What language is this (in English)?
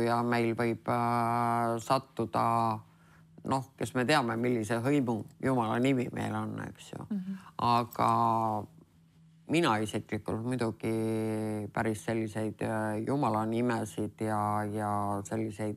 Estonian